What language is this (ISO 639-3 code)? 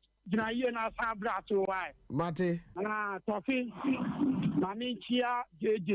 aka